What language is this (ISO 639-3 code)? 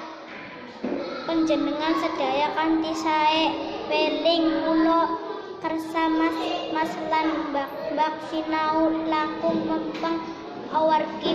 jav